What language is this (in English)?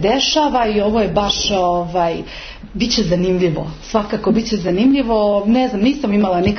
Croatian